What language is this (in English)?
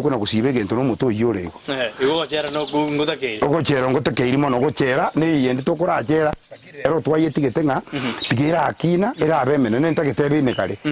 Gusii